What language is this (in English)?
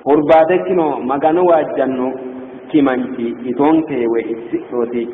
Sidamo